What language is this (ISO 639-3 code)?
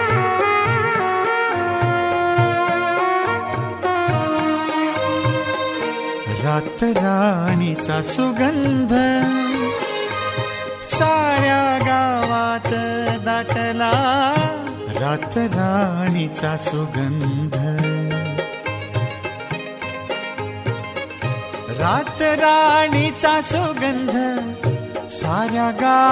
mar